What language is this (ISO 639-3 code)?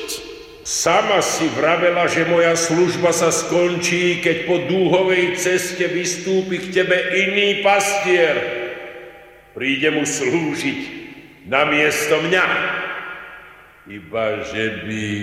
slk